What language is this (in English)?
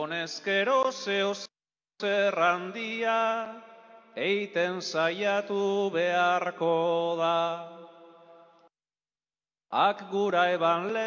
Basque